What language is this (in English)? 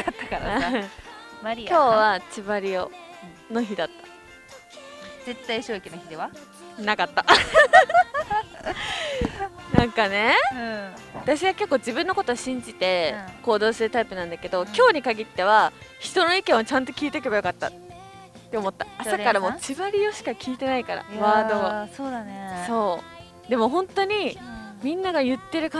Japanese